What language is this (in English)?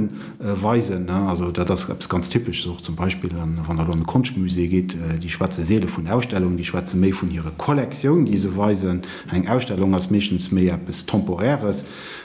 Luxembourgish